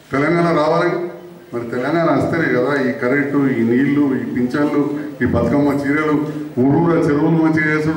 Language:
Telugu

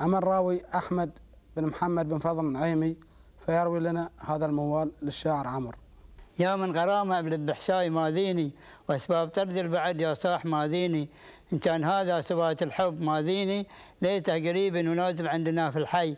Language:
Gulf Arabic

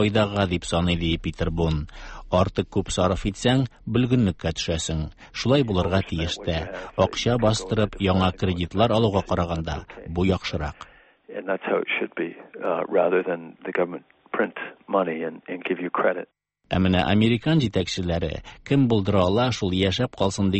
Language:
Tatar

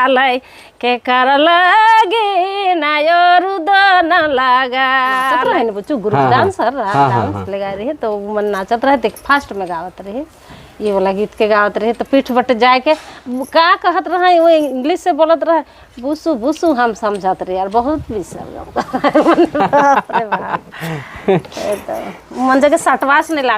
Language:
Sadri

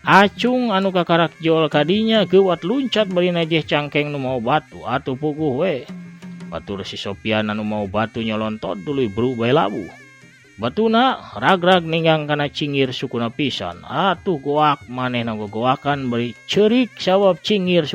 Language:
Sundanese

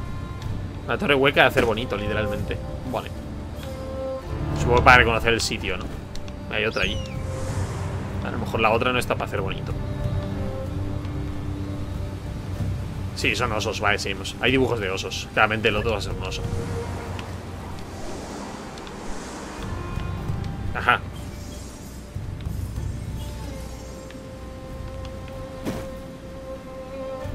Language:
Spanish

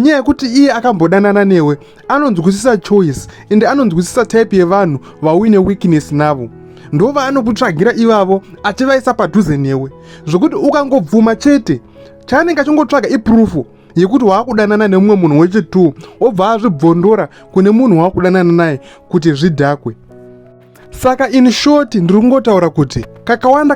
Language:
Shona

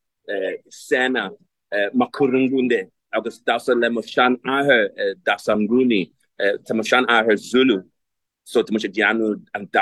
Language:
Irish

